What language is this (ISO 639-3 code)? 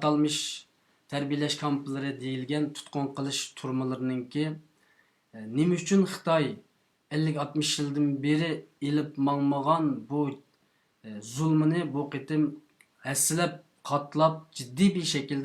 uig